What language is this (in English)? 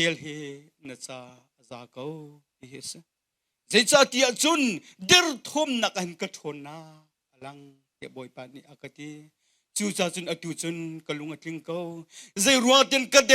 Hakha Chin